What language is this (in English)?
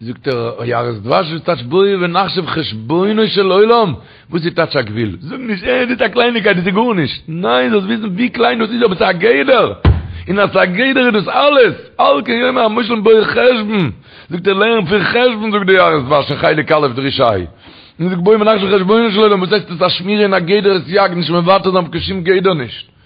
Yiddish